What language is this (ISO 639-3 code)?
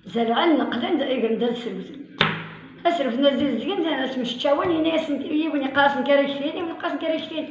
kab